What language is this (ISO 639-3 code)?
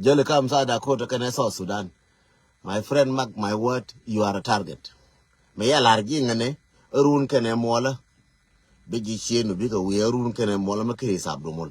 nus